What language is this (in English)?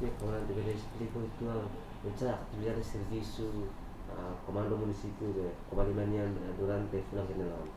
Tetum